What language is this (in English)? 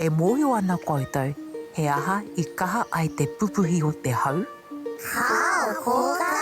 Māori